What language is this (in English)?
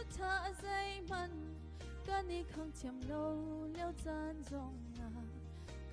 Hakha Chin